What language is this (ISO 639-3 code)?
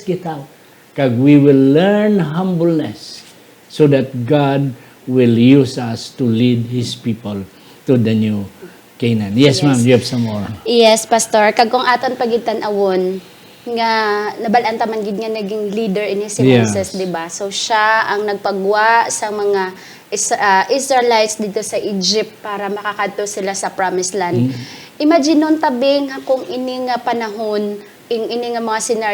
hil